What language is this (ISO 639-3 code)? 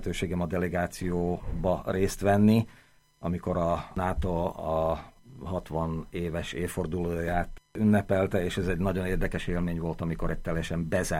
hun